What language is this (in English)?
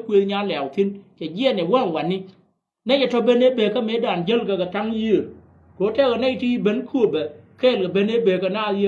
Nuer